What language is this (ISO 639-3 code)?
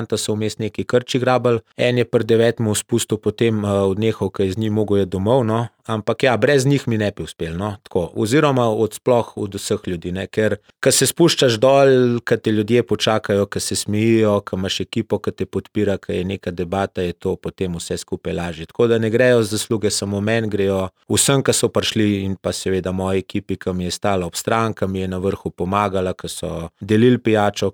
slv